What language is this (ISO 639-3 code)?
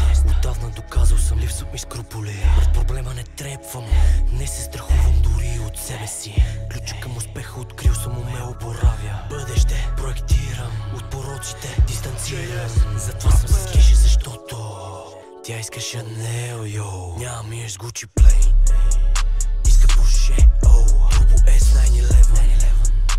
bul